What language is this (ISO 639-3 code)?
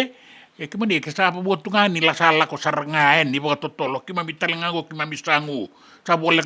fij